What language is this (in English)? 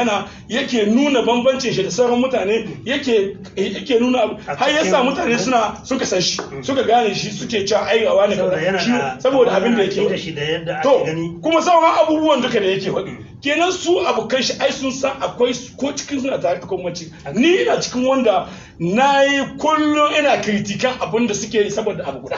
Hausa